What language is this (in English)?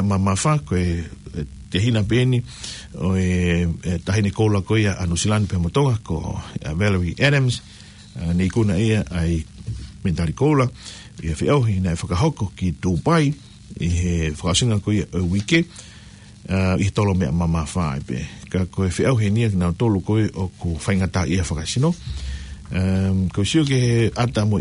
Tongan